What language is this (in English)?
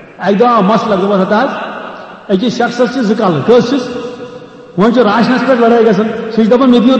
Kashmiri